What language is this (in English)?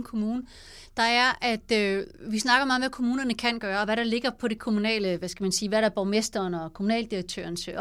Danish